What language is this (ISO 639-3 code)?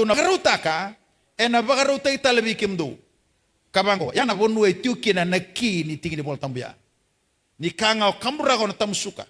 fij